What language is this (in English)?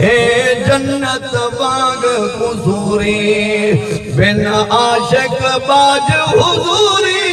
Saraiki